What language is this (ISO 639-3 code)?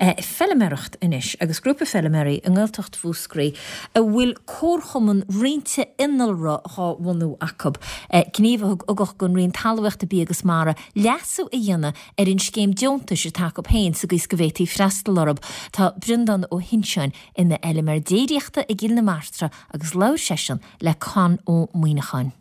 gle